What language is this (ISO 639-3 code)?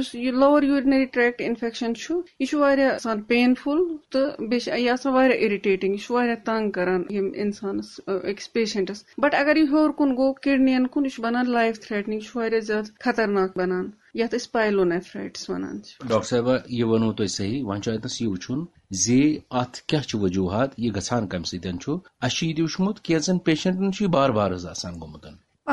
kas